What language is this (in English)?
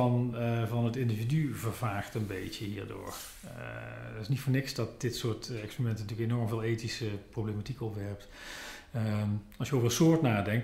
Dutch